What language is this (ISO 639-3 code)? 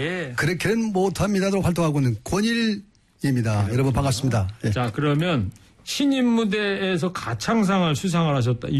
kor